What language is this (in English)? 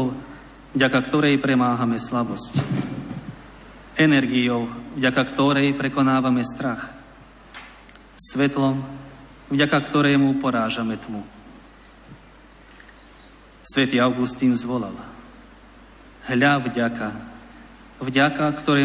Slovak